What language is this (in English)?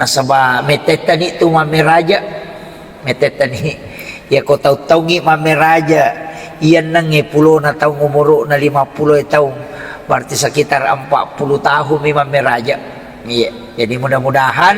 Buginese